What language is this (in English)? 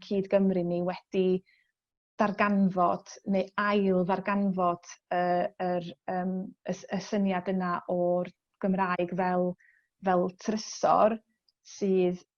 Welsh